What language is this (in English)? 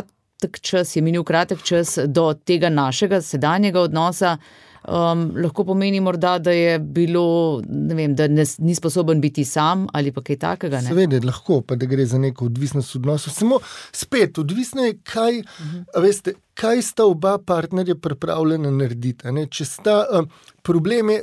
Slovenian